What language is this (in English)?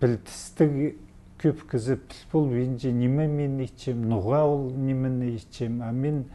Khakas